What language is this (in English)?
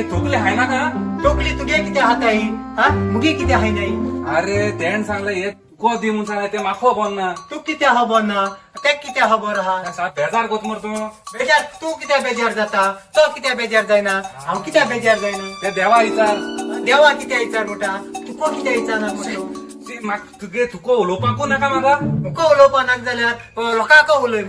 Konkani